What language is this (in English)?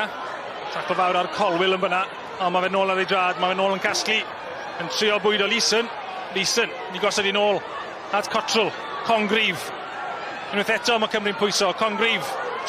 Welsh